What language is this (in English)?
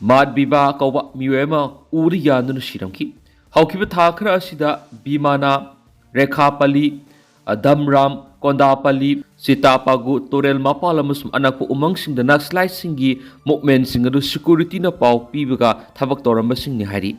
Manipuri